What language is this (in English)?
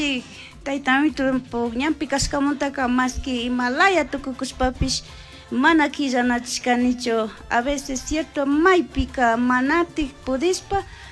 Chimborazo Highland Quichua